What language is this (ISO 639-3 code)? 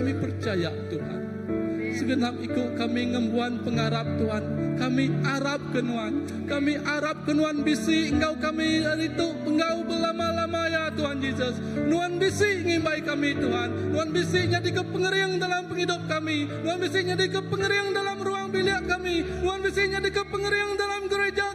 iba